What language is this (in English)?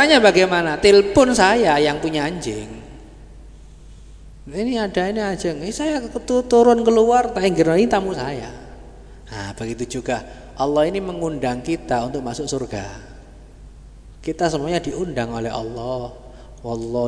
Indonesian